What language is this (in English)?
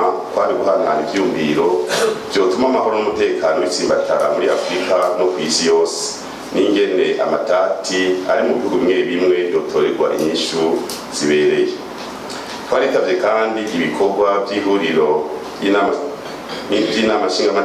Rundi